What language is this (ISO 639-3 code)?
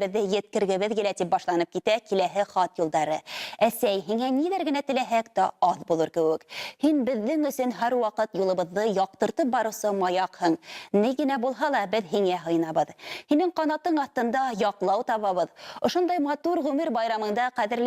bak